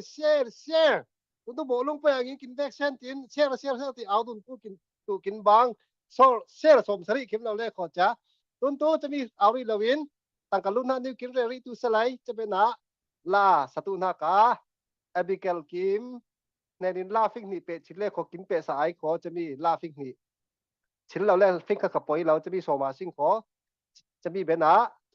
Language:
Falam Chin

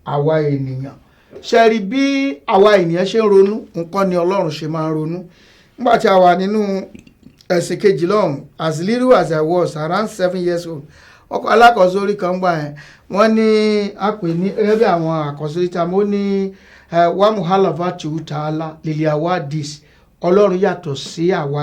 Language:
Yoruba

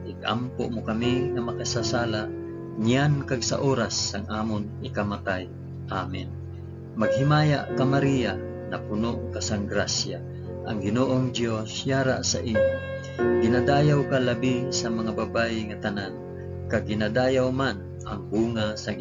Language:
Hiligaynon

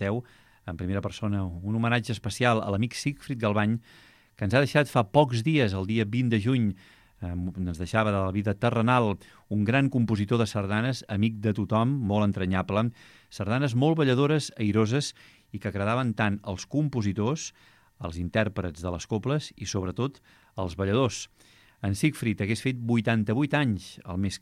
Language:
Catalan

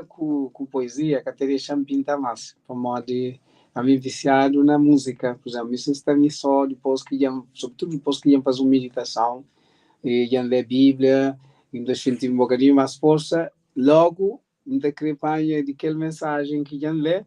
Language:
Kabuverdianu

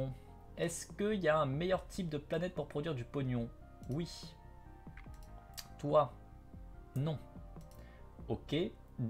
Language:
French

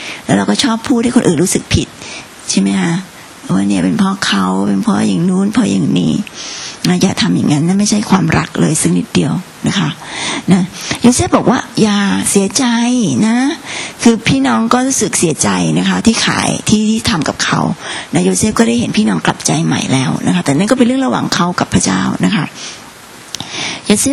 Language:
Thai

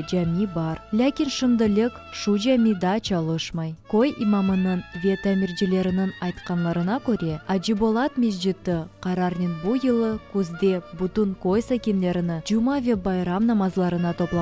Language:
Crimean Tatar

